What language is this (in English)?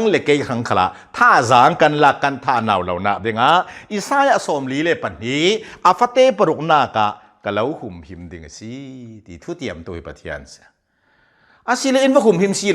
Hakha Chin